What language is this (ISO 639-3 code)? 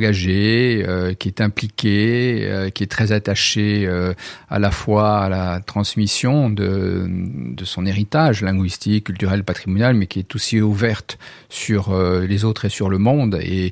fra